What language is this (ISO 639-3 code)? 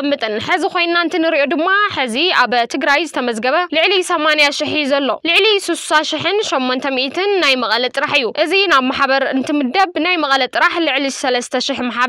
tir